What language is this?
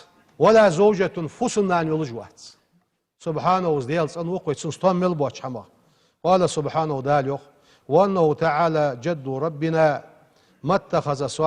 Ingush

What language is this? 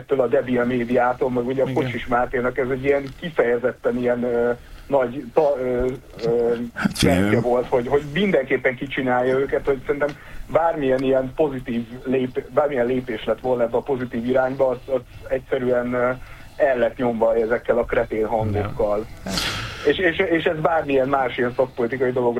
Hungarian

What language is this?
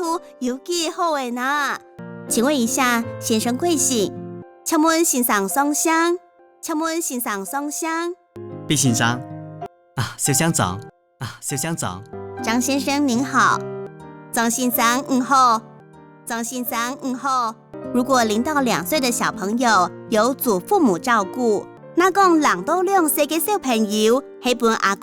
Hakka Chinese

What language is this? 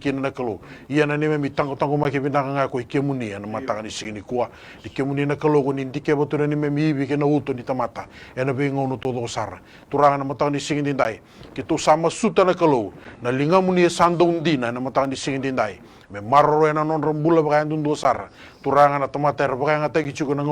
Fijian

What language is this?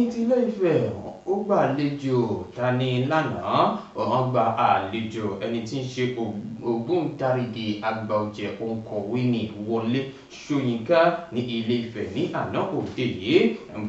Yoruba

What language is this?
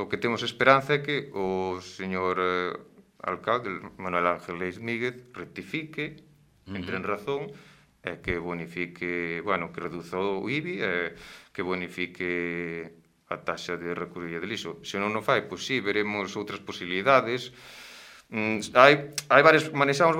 Galician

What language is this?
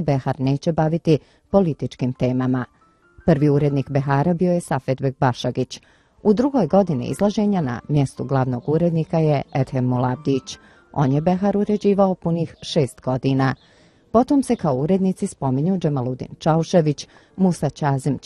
Bosnian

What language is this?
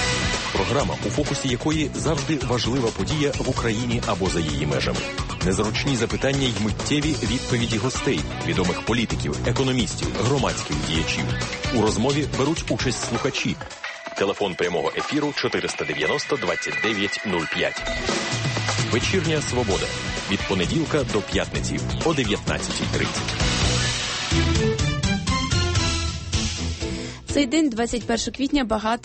Ukrainian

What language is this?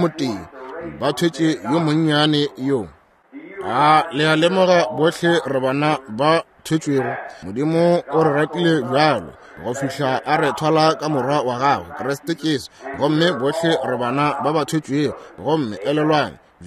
Northern Sotho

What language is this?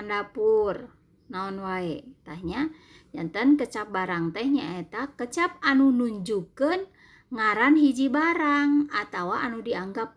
Sundanese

